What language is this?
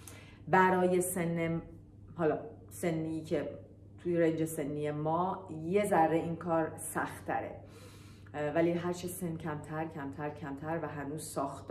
Persian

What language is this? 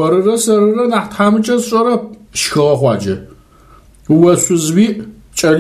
Adyghe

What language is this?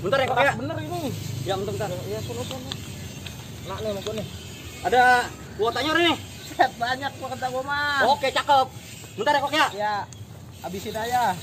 Betawi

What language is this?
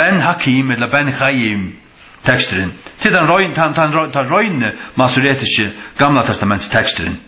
Faroese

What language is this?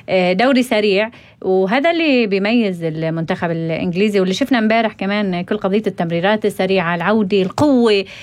North Levantine Arabic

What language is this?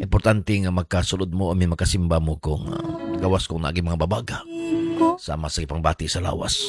Cebuano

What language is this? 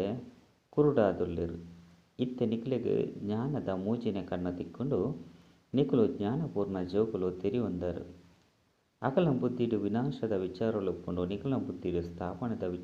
Tulu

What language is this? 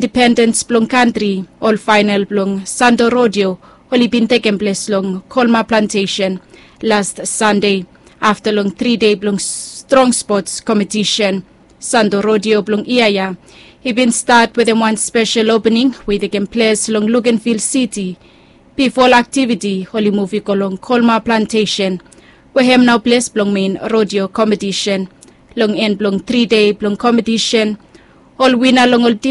Bislama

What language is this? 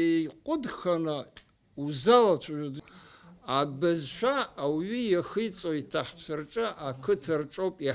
Abkhazian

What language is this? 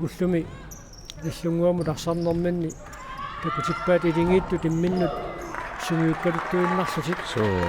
Kalaallisut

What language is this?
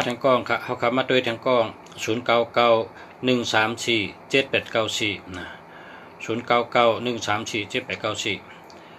Shan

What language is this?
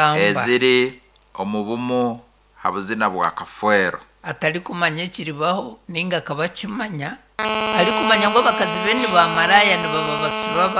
Nyankole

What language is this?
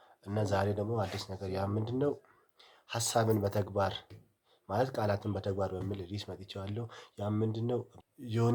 Amharic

